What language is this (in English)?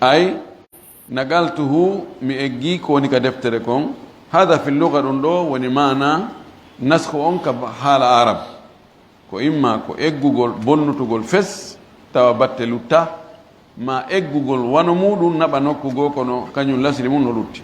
Fula